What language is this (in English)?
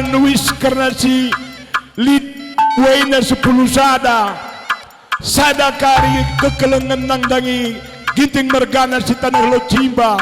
Batak Karo